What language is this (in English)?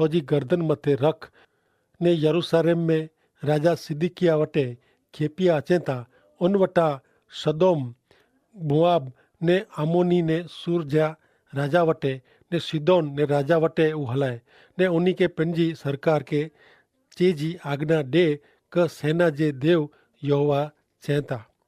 Kachhi